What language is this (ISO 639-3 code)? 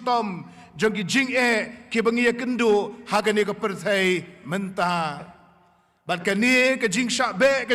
kha